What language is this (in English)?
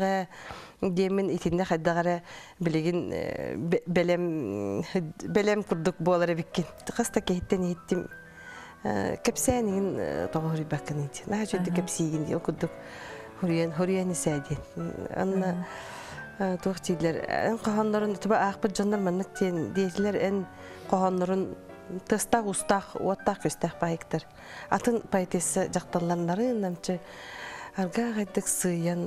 Yakut